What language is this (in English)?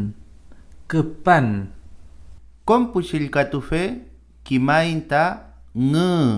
Mapuche